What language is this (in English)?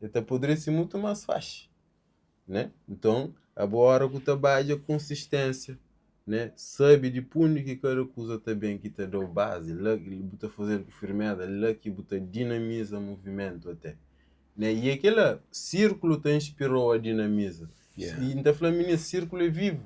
Kabuverdianu